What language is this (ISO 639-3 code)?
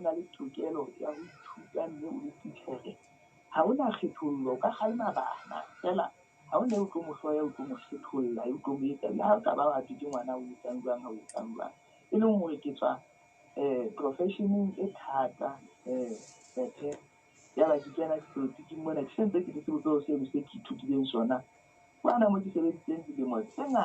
sot